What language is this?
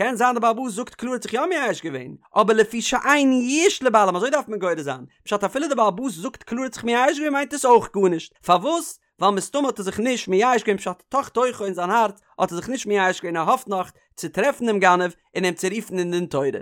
Yiddish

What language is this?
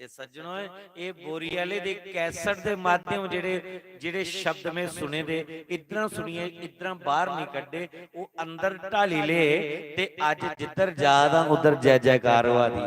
Dogri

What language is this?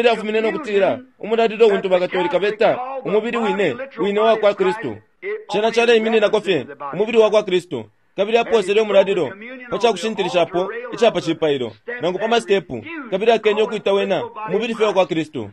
Bemba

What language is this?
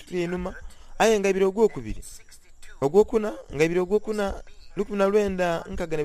Soga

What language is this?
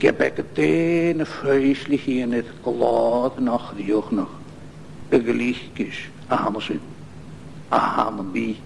Scottish Gaelic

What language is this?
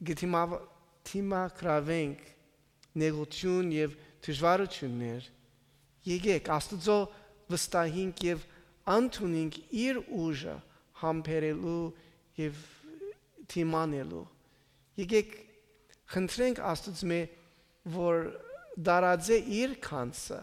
Armenian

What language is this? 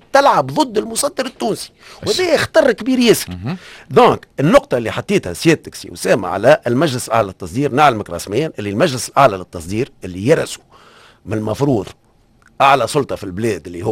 Tunisian Arabic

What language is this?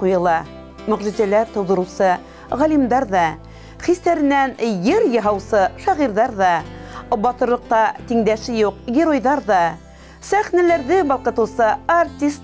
Bashkir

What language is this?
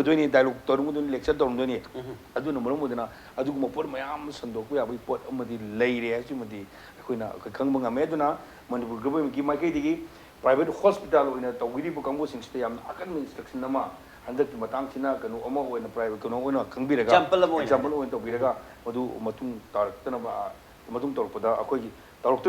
Manipuri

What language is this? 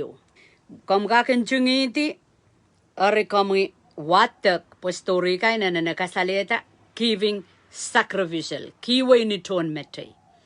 Pohnpeian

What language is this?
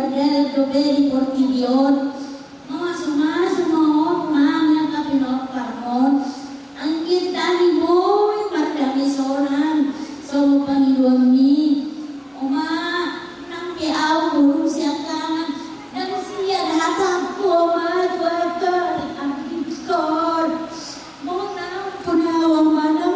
Batak Toba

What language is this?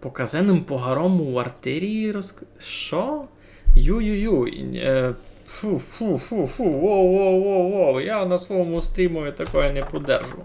Rusyn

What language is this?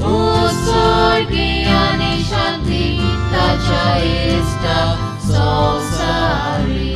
Konkani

